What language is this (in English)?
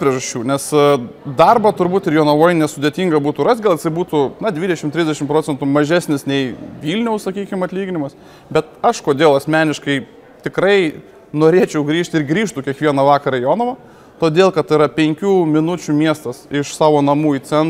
Lithuanian